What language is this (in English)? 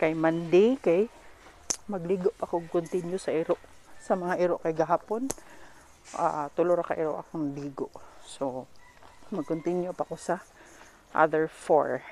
Cebuano